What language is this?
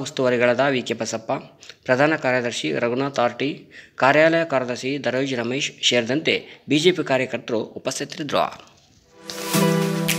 Kannada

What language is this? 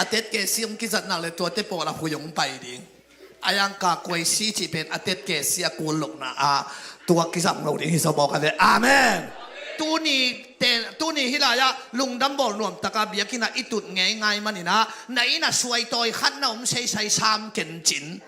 Tedim Chin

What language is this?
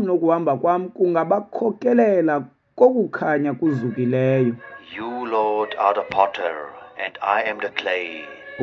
Xhosa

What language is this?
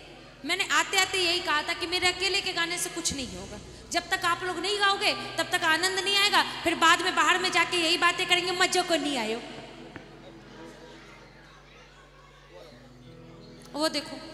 Hindi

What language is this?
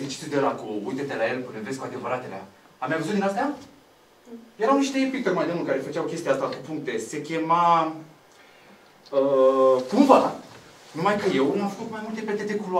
Romanian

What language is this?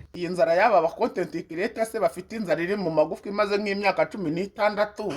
Kinyarwanda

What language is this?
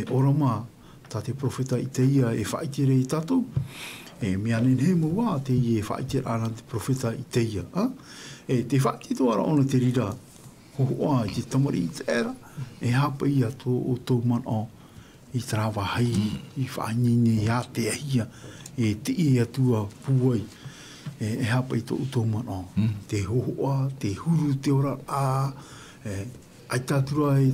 Tahitian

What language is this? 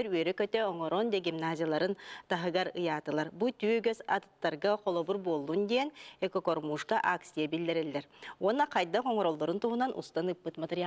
Yakut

